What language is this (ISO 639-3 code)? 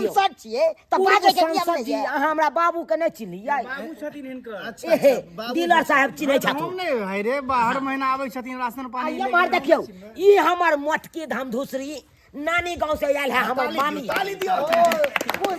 mai